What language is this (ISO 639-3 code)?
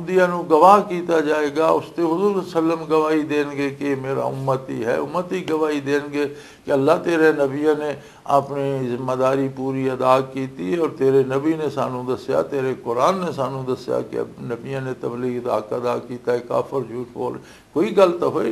lah